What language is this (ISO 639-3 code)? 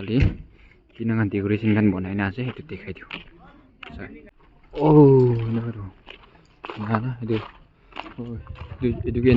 nag